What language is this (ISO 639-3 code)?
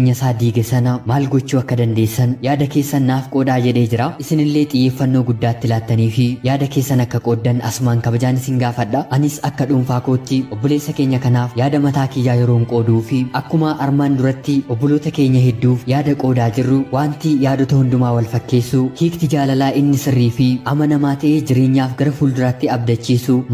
orm